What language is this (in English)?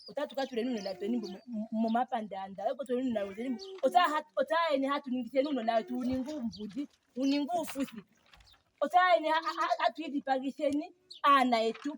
Ndonga